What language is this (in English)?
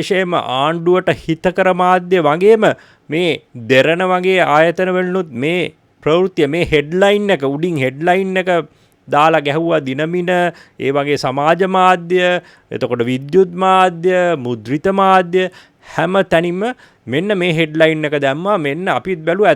Sinhala